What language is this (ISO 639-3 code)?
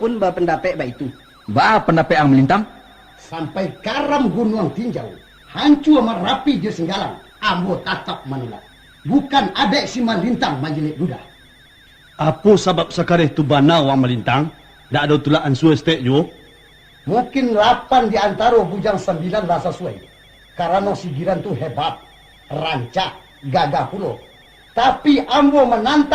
min